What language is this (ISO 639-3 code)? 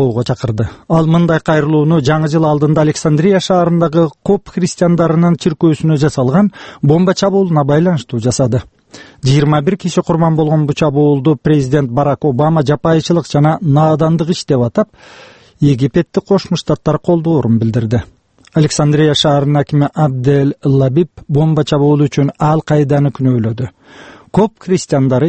kir